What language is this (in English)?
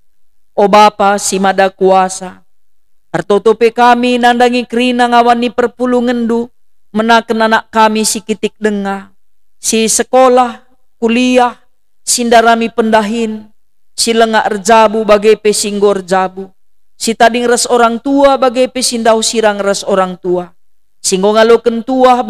Batak Karo